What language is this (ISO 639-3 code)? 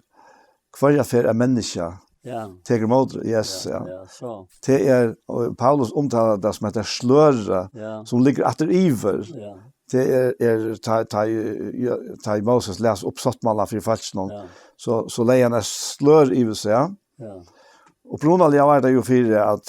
fao